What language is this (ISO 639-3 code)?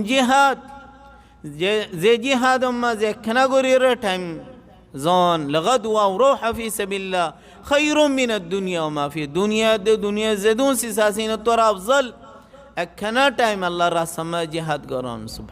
rhg